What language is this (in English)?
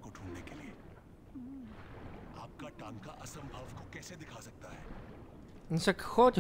Slovak